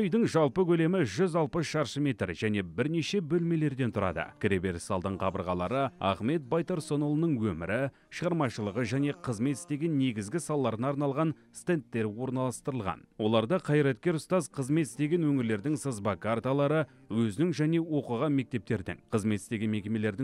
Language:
Kazakh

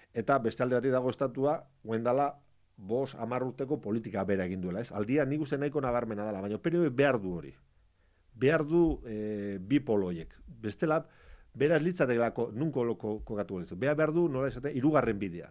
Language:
Basque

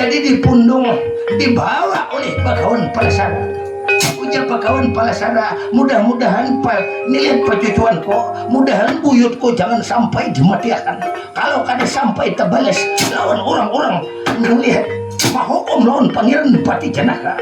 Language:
Banjar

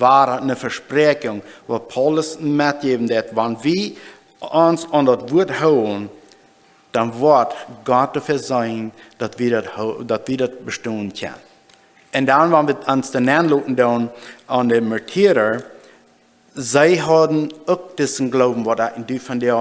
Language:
Plautdietsch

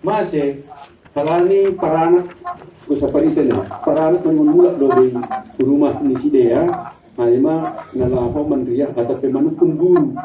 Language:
Batak Simalungun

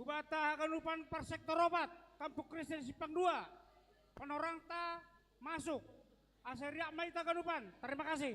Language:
Batak Simalungun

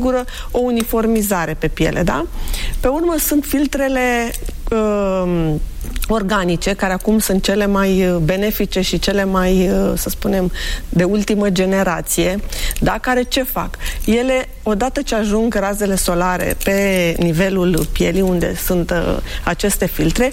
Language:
Romanian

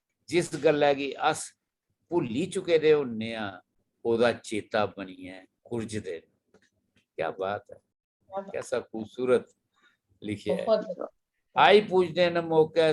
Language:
Dogri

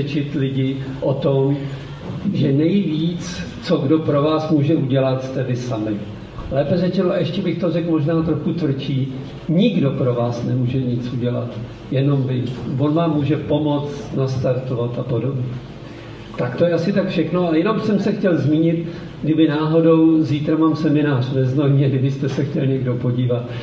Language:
Czech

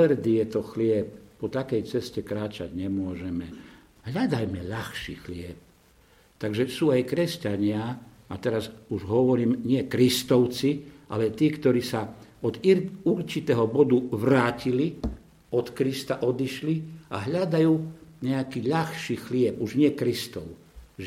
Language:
Slovak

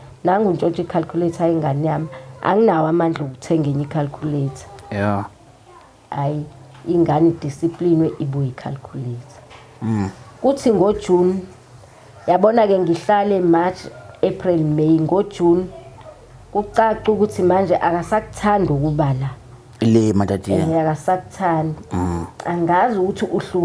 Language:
Zulu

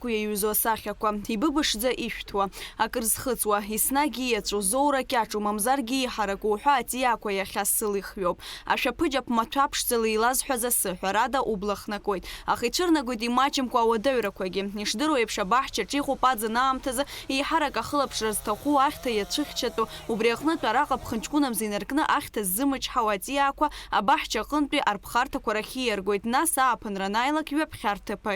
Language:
Abkhazian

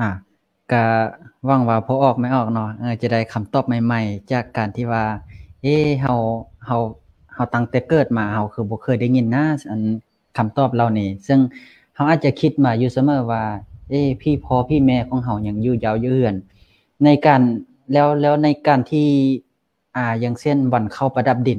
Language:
Lao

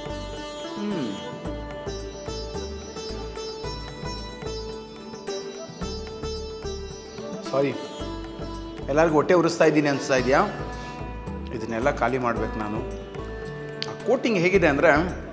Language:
Kannada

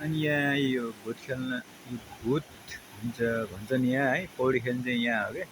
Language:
Nepali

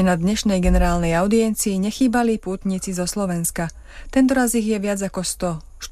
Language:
Slovak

